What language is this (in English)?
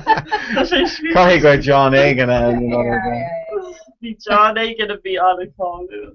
Irish